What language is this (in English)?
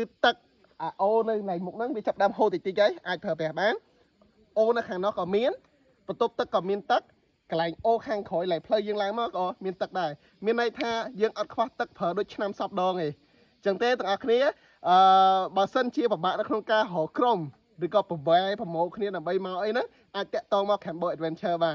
Khmer